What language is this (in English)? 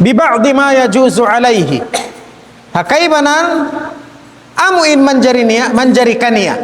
Tausug